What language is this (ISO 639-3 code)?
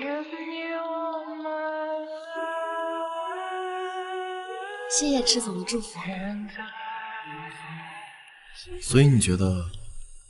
zho